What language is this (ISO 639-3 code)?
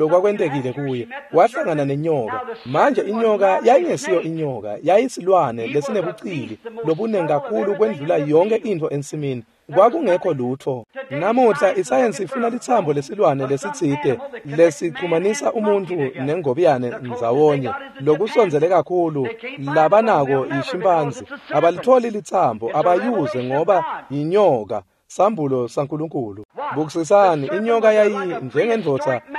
ssw